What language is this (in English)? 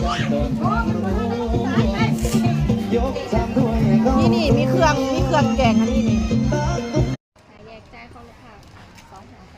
Lao